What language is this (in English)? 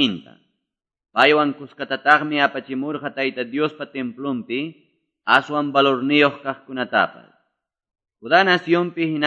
Quechua